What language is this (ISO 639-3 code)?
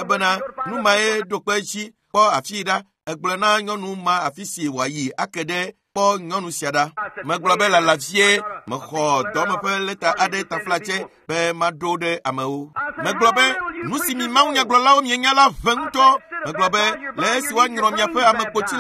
ewe